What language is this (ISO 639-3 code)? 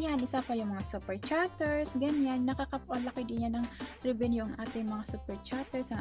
fil